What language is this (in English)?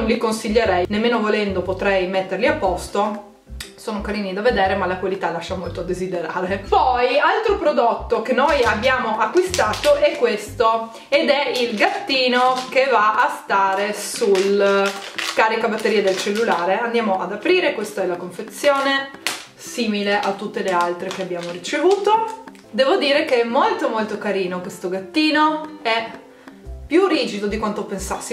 Italian